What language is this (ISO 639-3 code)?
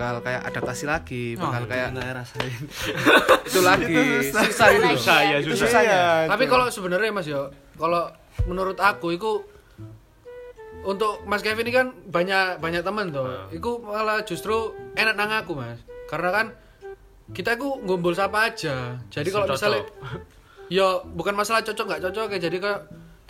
ind